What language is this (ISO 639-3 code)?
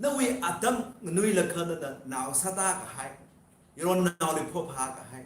nmf